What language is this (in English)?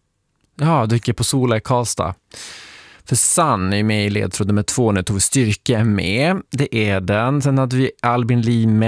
Swedish